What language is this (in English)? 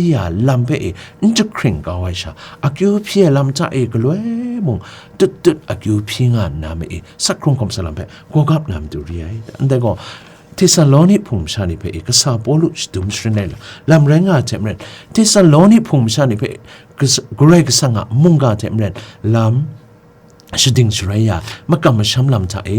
Kachin